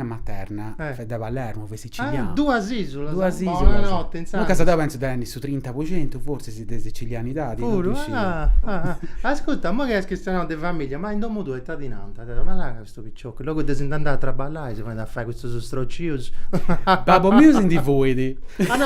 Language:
Sardinian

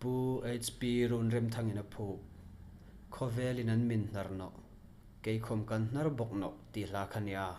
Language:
Hmar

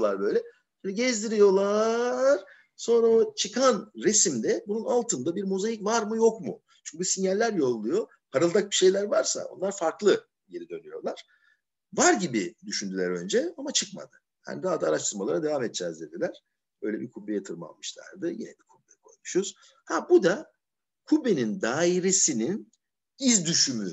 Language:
Turkish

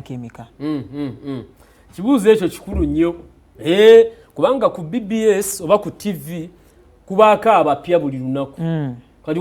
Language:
Ganda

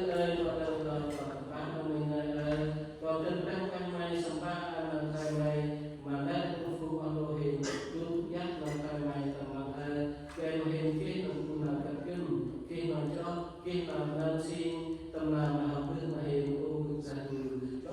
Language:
Central Mnong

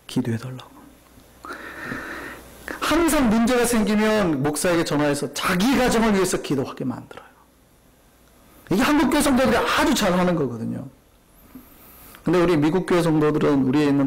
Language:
Korean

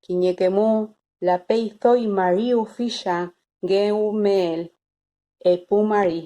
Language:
Mapuche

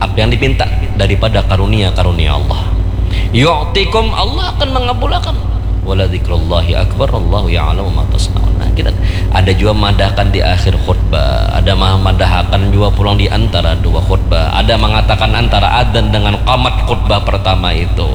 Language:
Banjar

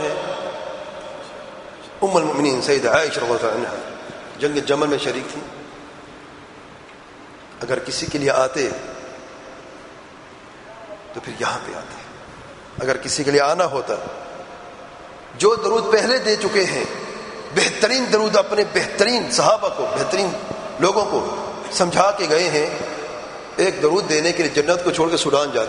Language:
Urdu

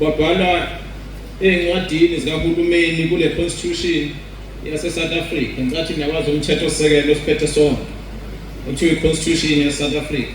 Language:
Zulu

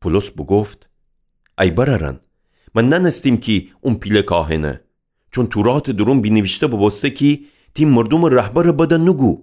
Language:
Gilaki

